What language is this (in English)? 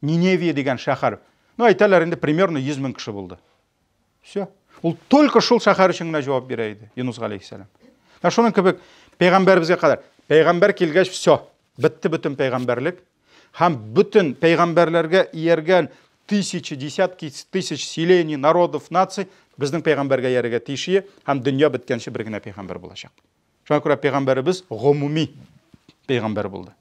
Tatar